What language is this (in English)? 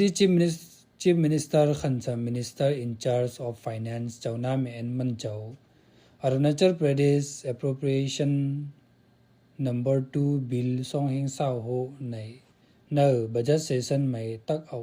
Khamti